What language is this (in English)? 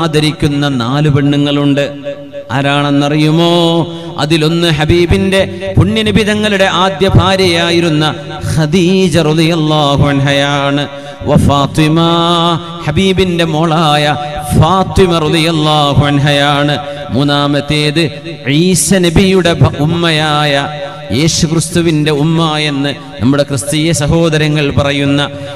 Malayalam